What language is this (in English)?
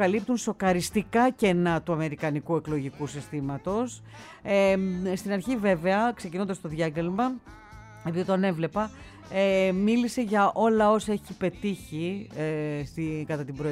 Greek